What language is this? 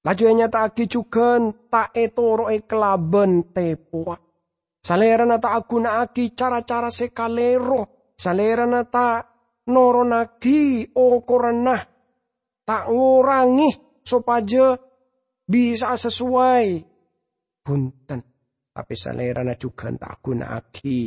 Madurese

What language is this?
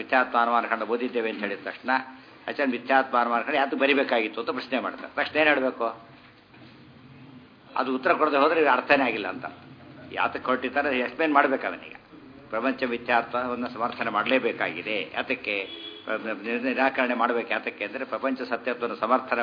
Kannada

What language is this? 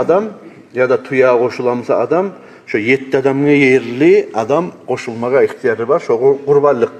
Kumyk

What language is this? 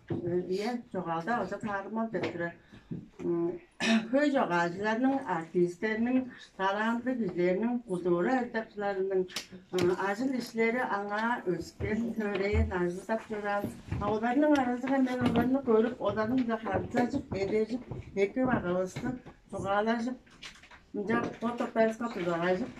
Tuvinian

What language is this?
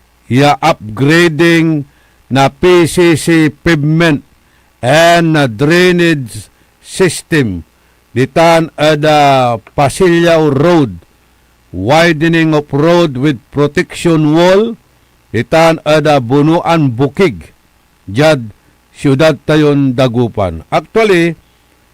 Pangasinan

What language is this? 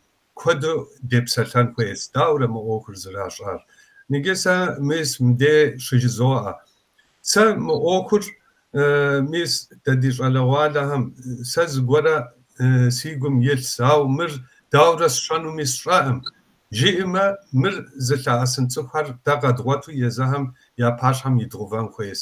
Kabardian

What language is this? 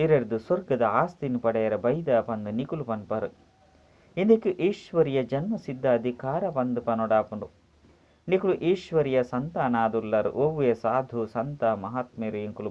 Tulu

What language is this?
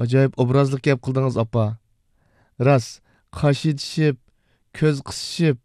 Uyghur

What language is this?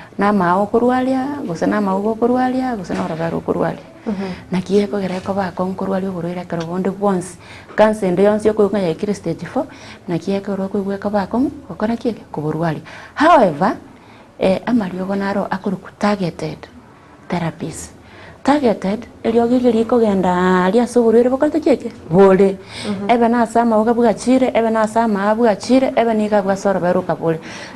Gusii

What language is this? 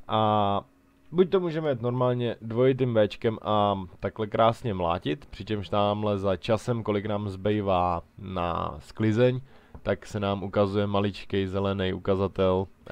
Czech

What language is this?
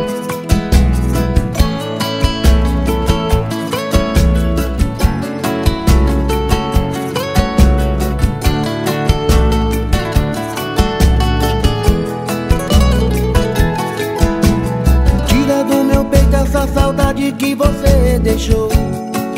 Portuguese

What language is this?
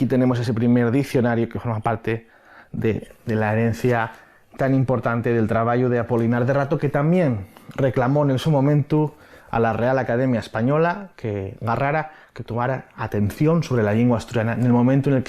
Asturian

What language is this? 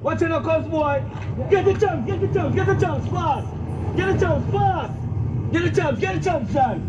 Jamaican Creole English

